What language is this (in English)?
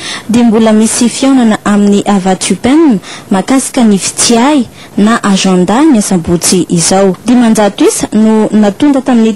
Malagasy